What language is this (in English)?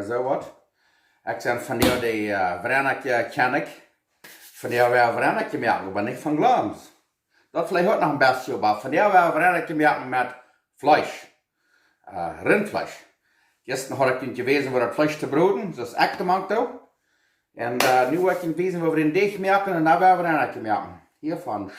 Plautdietsch